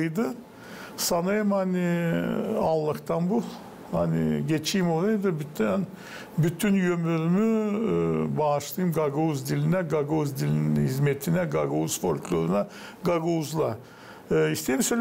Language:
Gagauz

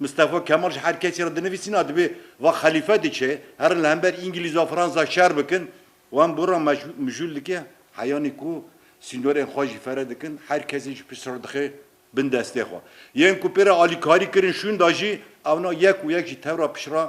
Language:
Kurdish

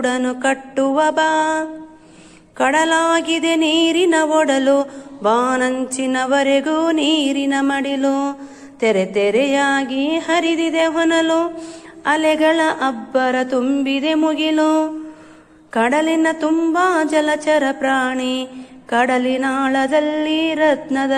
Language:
Kannada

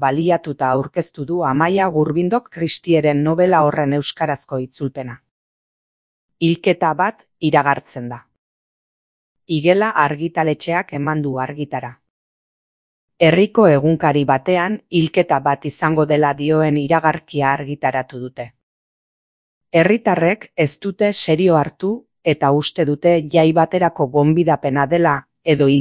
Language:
Basque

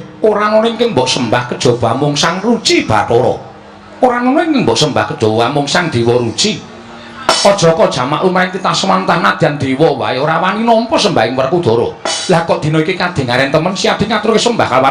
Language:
Javanese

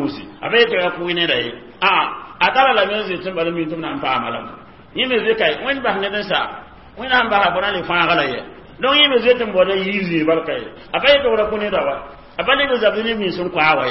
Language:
Mossi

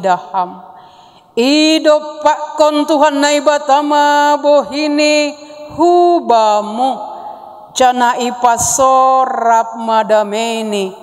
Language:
Batak Simalungun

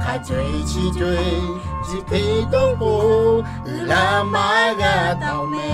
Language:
Lahu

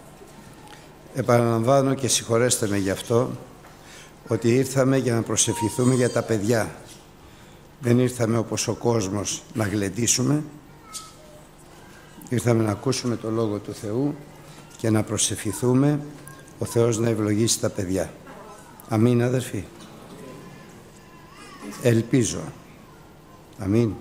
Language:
Greek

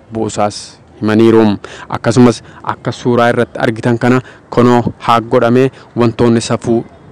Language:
Oromo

